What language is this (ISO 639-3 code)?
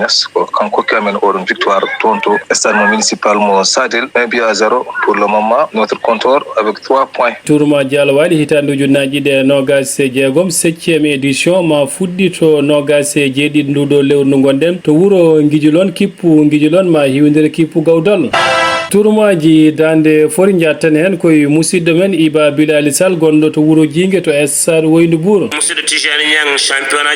ful